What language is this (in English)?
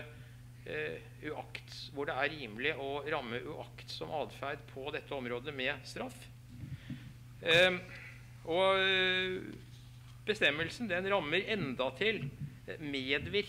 Norwegian